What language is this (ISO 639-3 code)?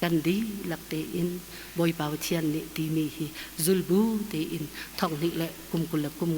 cnh